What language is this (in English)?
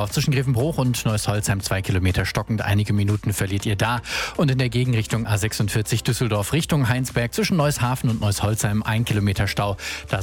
German